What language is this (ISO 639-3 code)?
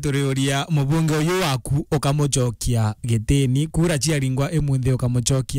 mer